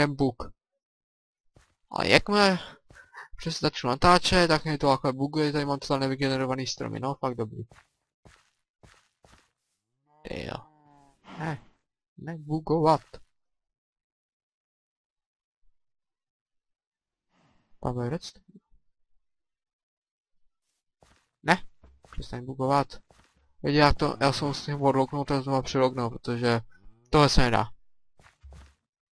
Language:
Czech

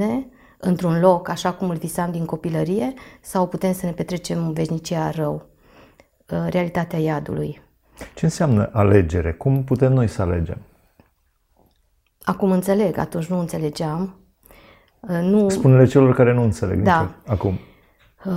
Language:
Romanian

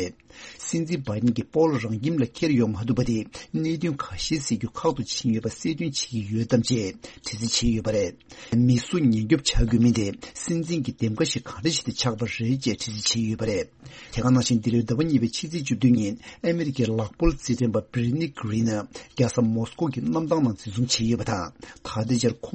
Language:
Tibetan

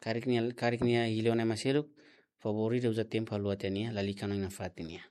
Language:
Tetum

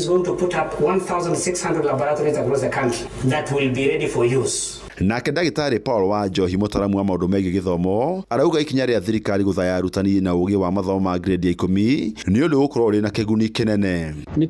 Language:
Kikuyu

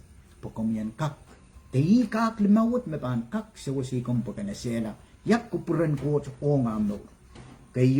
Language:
Pohnpeian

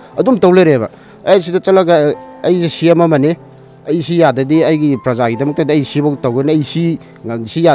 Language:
Manipuri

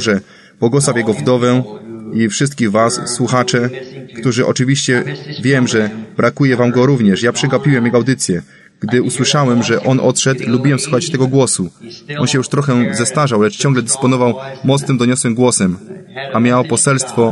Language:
Polish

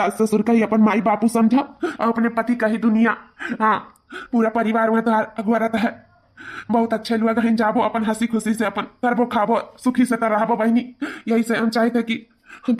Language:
Awadhi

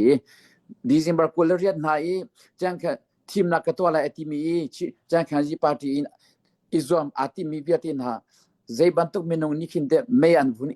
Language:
Hakha Chin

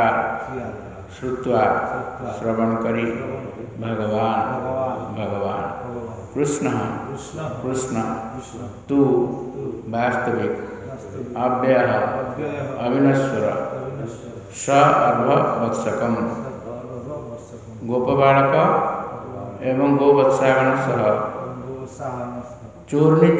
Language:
Odia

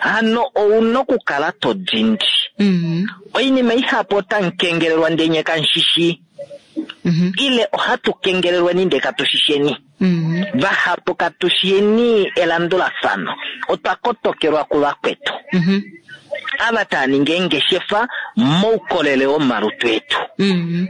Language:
Kuanyama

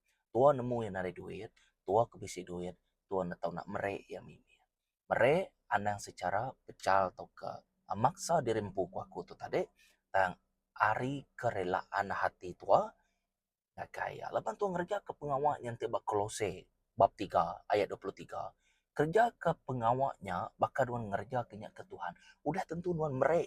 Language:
Iban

